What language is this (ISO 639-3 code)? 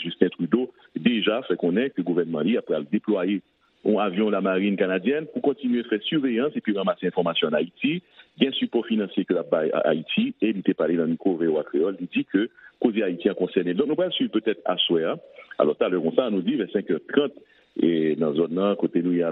hat